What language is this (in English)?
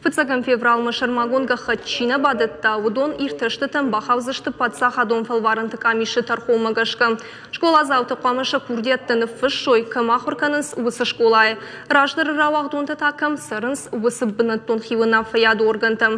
Ossetic